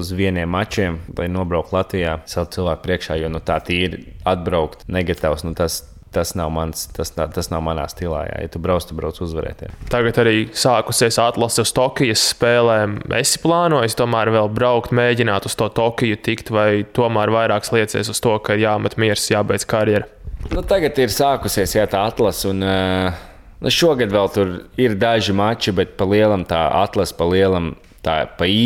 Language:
Latvian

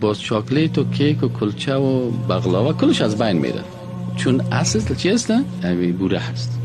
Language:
Persian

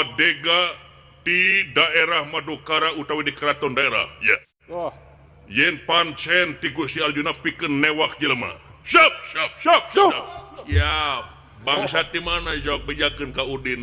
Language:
Sundanese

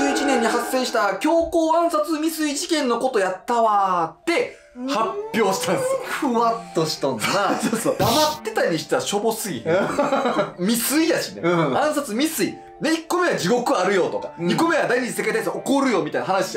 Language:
Japanese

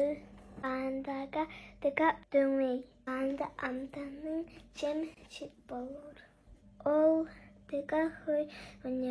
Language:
Tuvinian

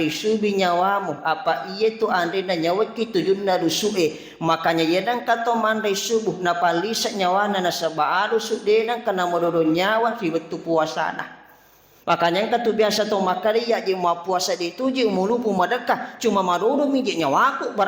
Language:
Buginese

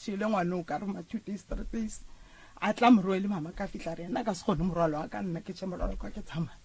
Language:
Northern Sotho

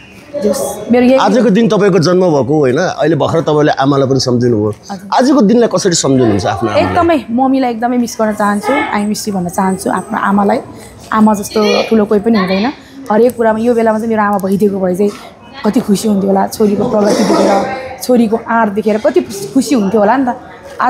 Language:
Nepali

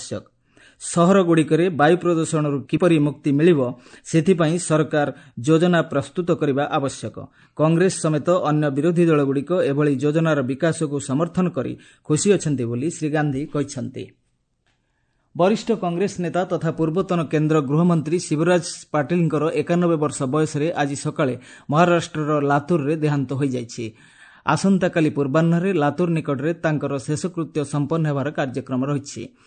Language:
Odia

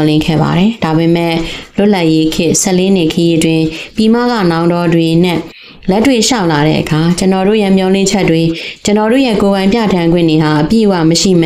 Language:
Burmese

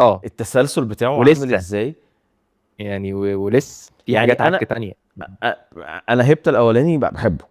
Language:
Egyptian Arabic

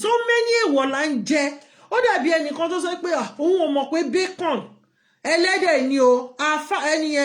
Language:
Yoruba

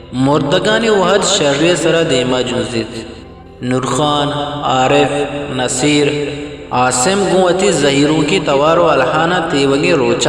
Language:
Eastern Balochi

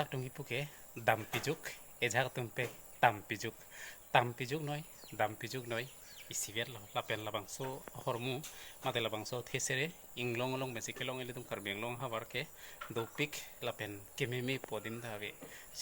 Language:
Karbi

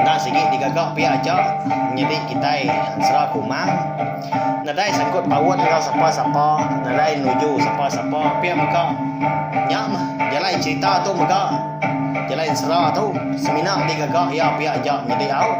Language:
Iban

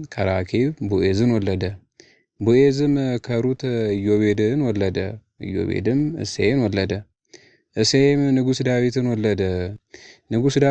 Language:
Amharic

